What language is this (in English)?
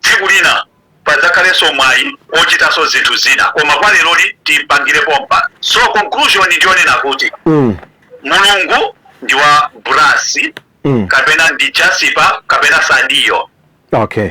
Nyanja